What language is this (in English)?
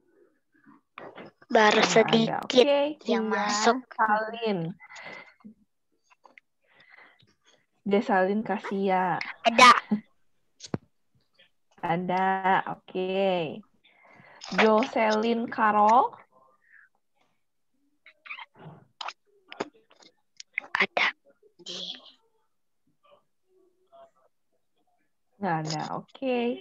Indonesian